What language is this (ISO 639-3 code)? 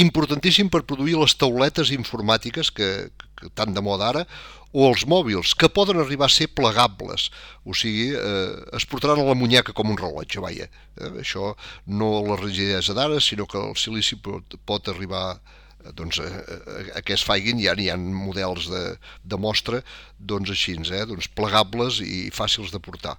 cat